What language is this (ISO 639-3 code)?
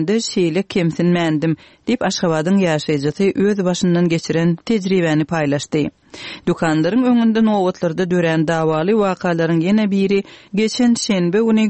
tuk